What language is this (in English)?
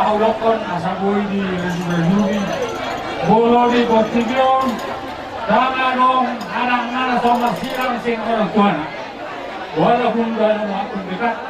Batak Toba